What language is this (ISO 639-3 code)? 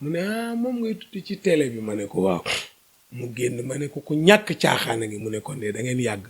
wol